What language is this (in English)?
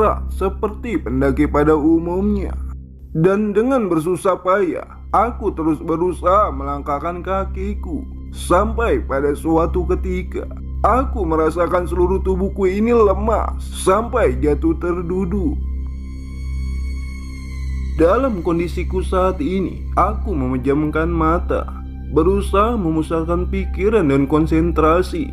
Indonesian